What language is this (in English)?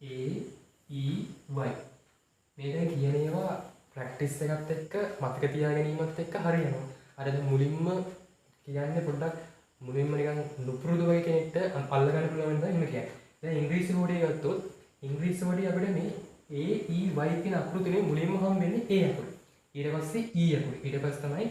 Sinhala